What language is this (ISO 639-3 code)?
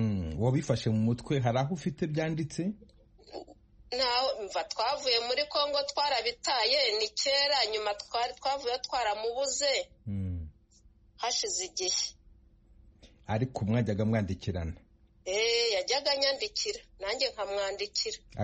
kin